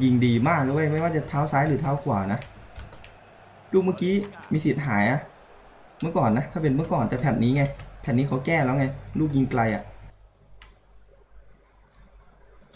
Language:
Thai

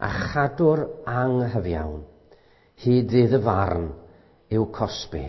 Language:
Welsh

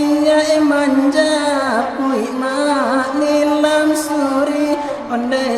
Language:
Minangkabau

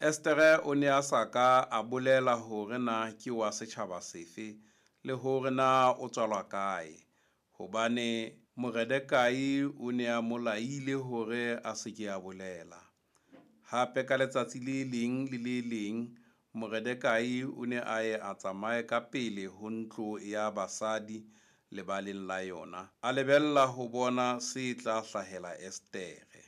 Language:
Southern Sotho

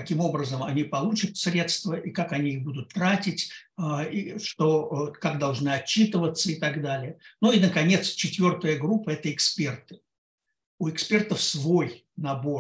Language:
Russian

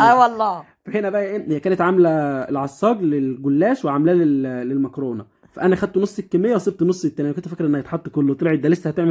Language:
Egyptian Arabic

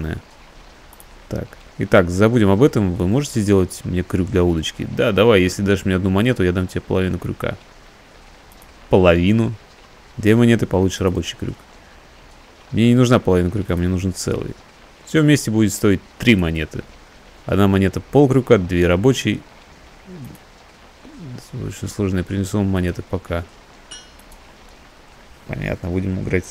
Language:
Russian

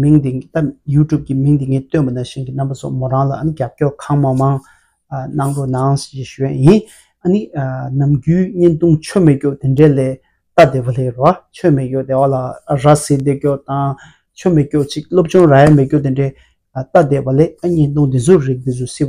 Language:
Tibetan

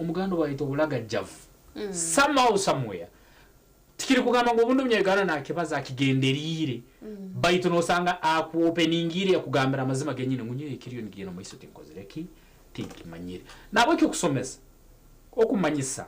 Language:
Nyankole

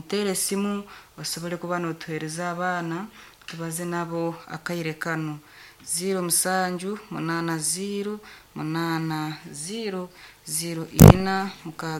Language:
Nyankole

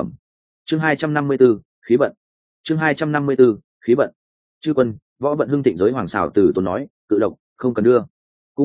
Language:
Vietnamese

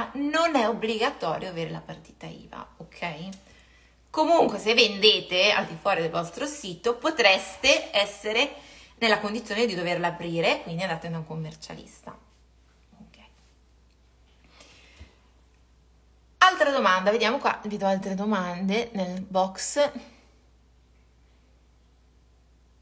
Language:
Italian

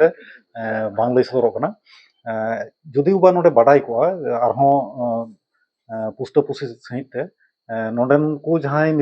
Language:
Santali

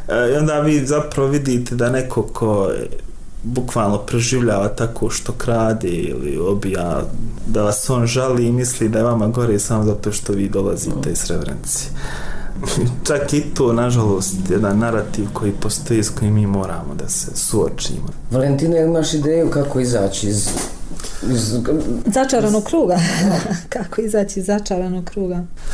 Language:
Bosnian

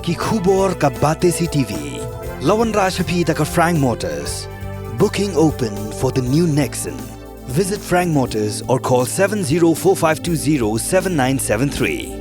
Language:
Khasi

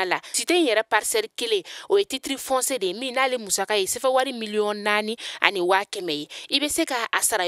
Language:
Bambara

